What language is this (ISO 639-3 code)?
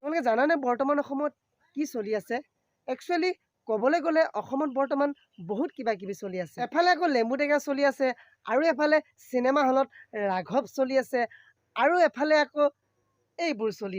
asm